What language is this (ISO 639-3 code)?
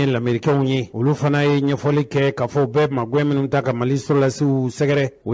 bam